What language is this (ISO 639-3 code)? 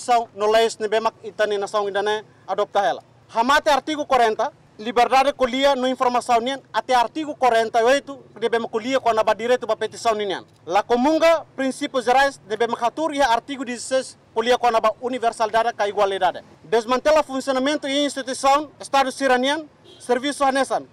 tet